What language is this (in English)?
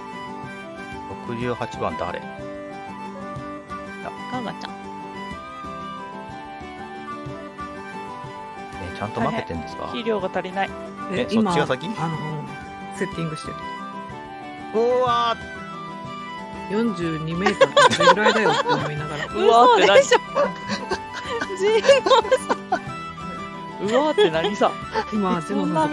Japanese